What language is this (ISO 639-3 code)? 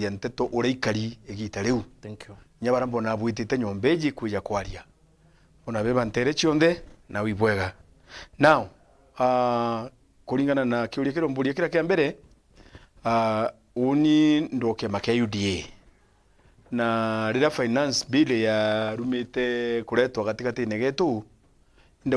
mer